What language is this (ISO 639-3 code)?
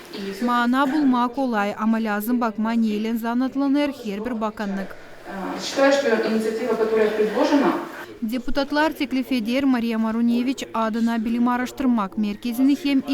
gag